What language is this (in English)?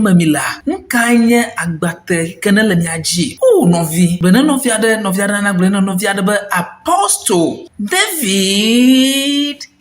Ewe